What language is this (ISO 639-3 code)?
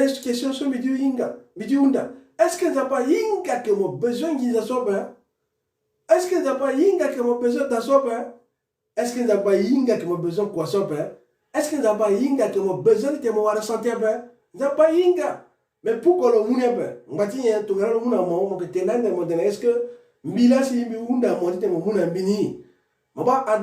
sag